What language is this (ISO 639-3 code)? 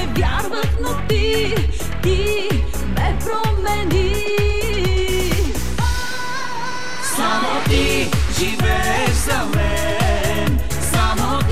bul